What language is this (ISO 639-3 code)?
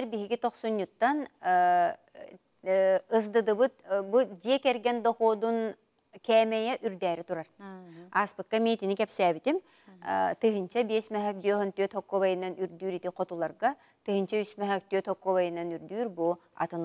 sah